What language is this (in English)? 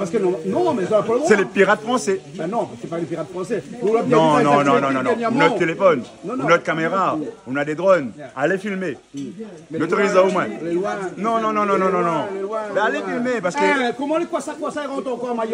Réunion Creole French